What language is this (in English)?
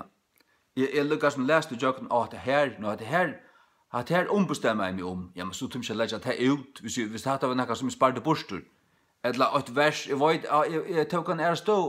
Faroese